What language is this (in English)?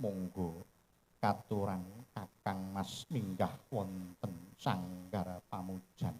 Javanese